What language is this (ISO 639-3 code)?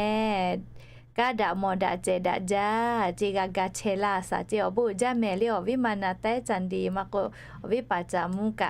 lhu